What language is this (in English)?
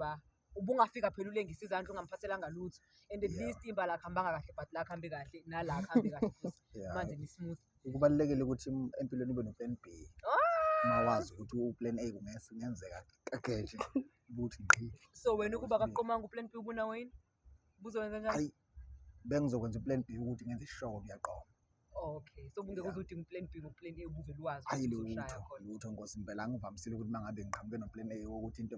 Zulu